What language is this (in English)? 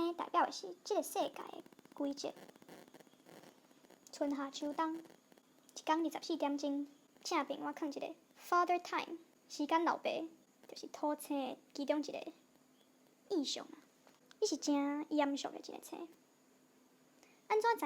Min Nan Chinese